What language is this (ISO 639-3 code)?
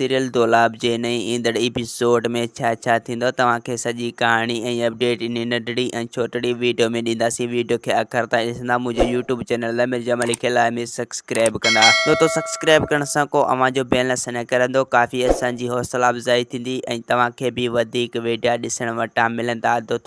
snd